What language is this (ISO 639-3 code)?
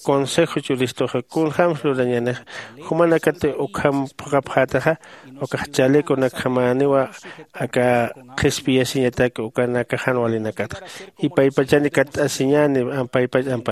aym